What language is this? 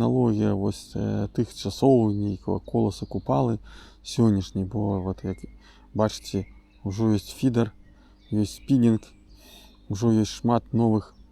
Belarusian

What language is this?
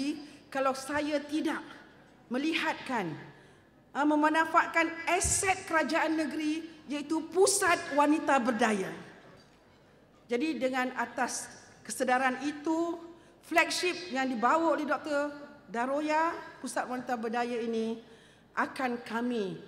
Malay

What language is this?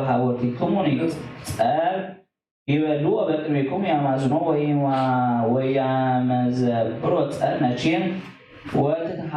Geez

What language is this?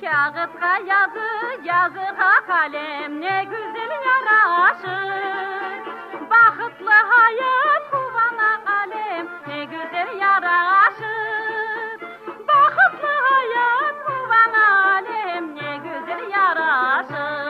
Crimean Tatar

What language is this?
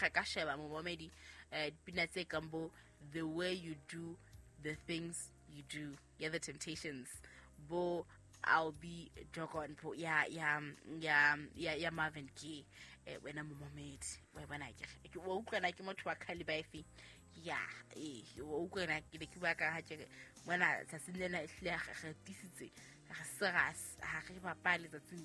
Southern Sotho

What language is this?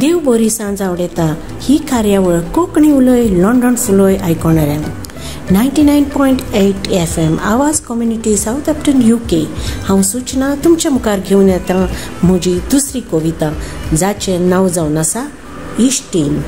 Konkani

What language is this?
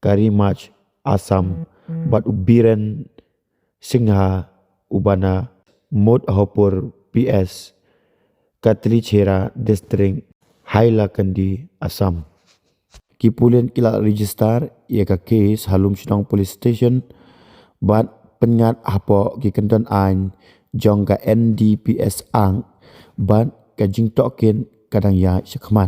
Khasi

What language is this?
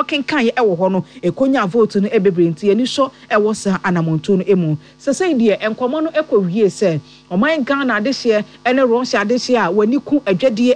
Akan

